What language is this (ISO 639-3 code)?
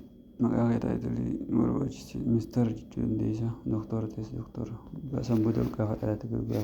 orm